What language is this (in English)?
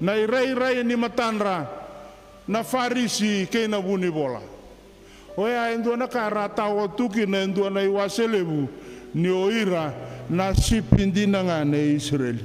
Fijian